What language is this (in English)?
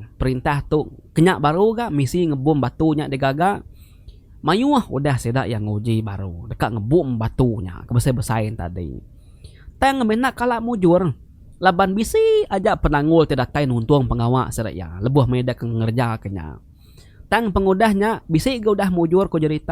Iban